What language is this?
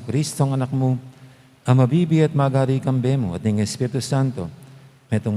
Pampanga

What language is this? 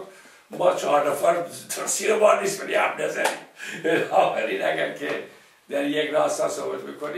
Persian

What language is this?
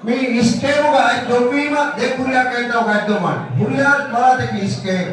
Divehi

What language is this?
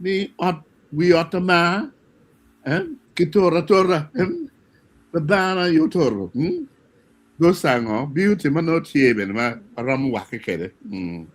Acoli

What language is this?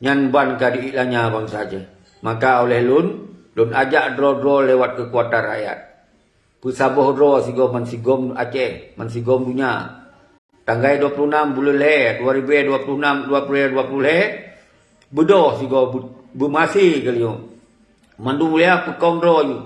Achinese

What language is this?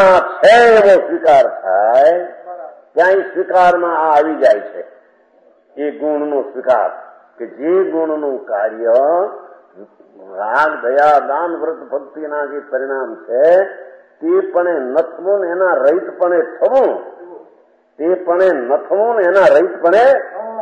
Gujarati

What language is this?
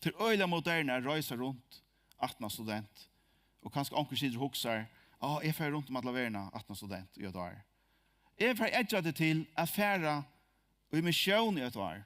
Faroese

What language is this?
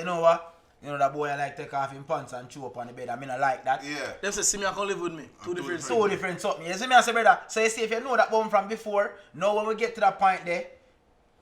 Jamaican Creole English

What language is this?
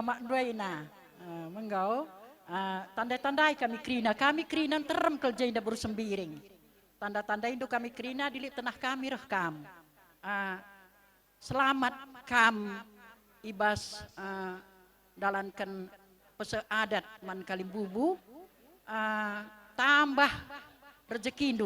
Batak Karo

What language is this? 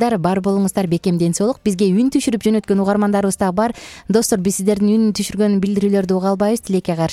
Kyrgyz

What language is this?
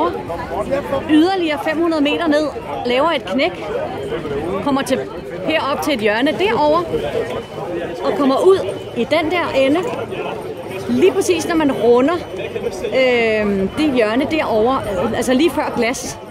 Danish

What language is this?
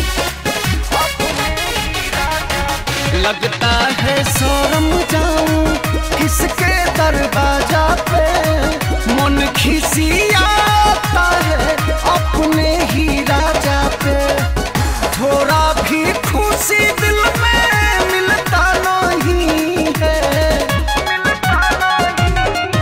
Bhojpuri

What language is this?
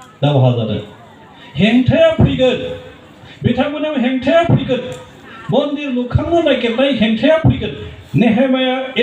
Bodo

